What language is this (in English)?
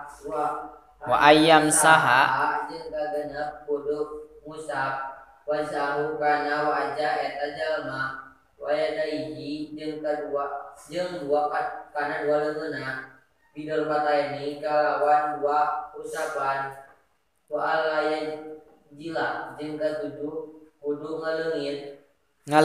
Sundanese